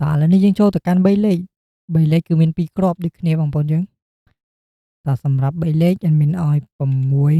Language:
Khmer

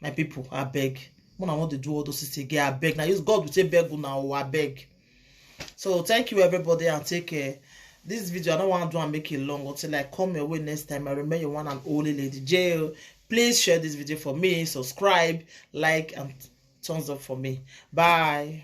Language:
Nigerian Pidgin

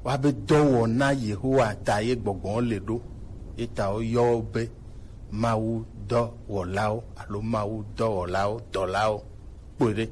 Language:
Gen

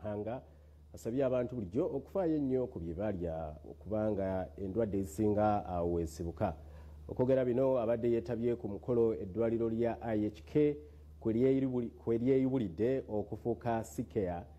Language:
Ganda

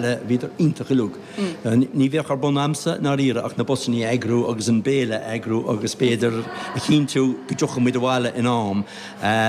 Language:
Irish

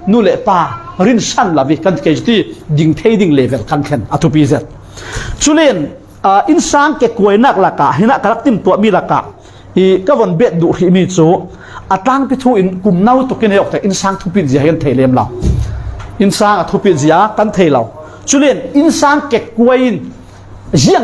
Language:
Falam Chin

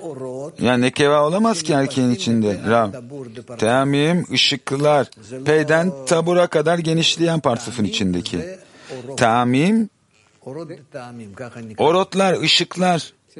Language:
Turkish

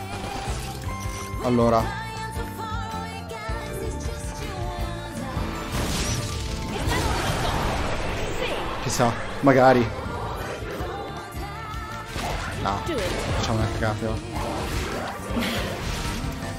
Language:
Italian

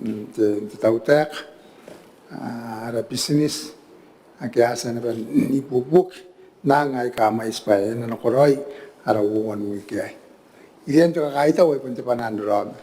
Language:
Gilbertese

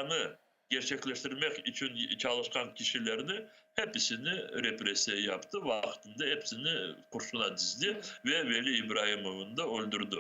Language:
Crimean Tatar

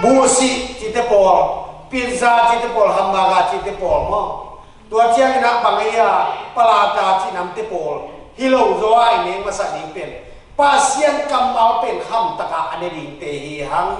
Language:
Tedim Chin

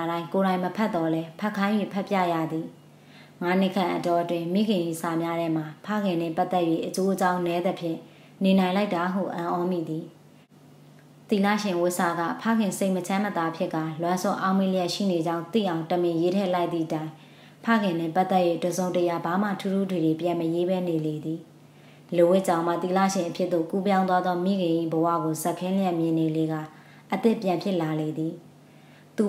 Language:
Burmese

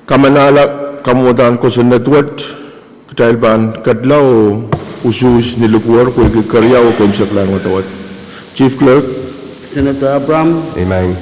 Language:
Pohnpeian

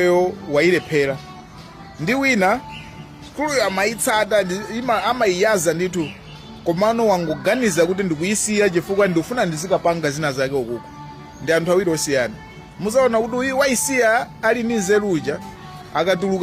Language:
Nyanja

